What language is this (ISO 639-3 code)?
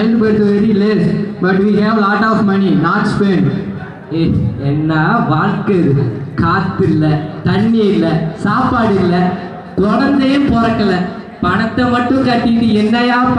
tam